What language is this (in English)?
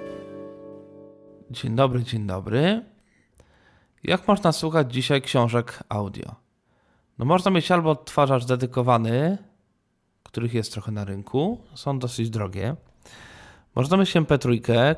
Polish